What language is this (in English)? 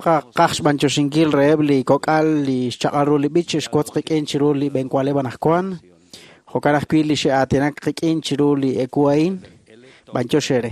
Kekchí